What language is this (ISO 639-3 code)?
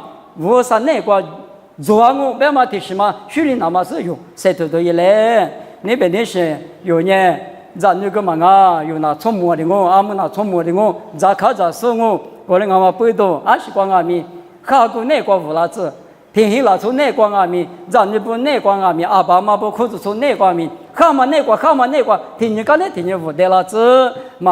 lis